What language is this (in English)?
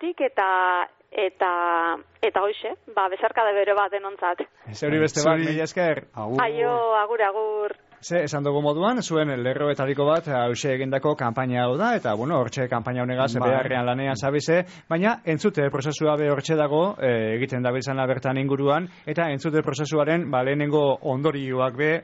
Basque